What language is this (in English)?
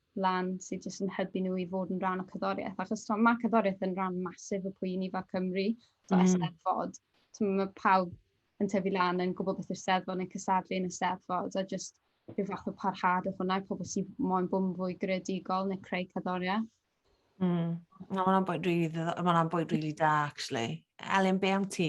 Welsh